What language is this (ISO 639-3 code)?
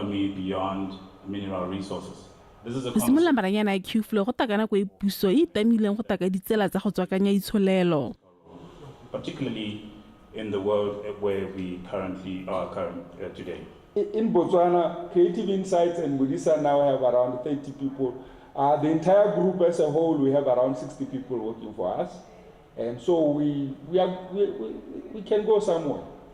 tsn